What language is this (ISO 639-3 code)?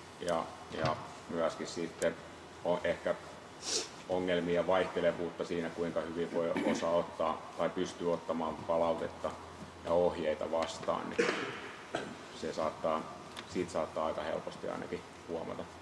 fin